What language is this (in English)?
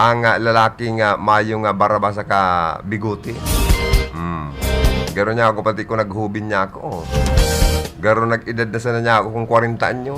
Bikol